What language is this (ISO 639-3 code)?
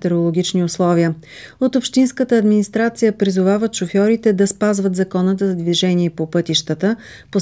bul